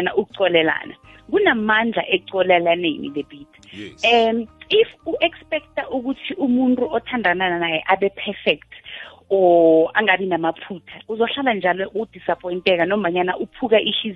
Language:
South Ndebele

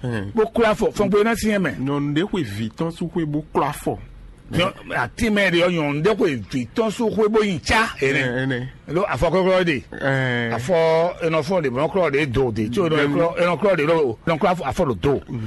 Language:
Fon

